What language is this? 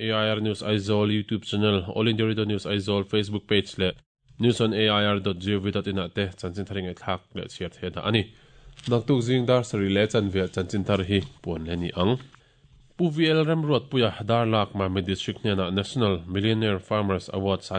Mizo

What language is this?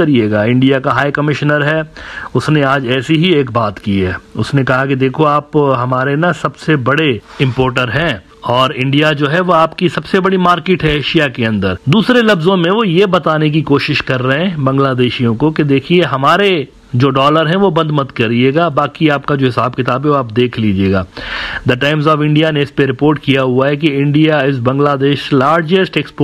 Hindi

